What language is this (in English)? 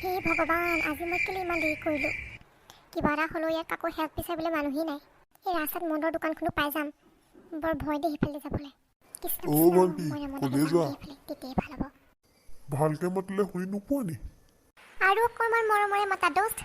Assamese